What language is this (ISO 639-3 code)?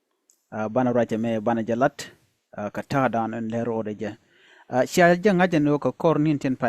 nus